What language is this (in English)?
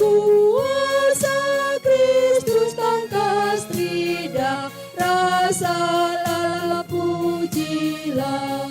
Batak Karo